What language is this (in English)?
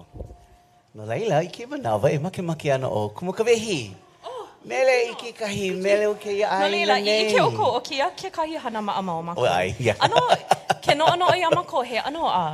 Hawaiian